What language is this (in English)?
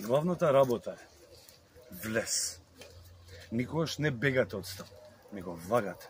Macedonian